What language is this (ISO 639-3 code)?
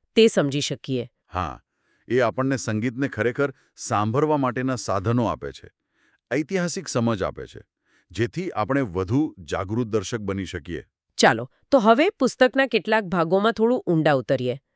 guj